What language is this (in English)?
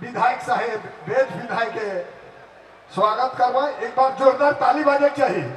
Sadri